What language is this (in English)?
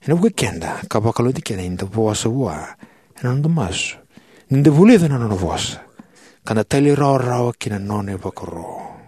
Fijian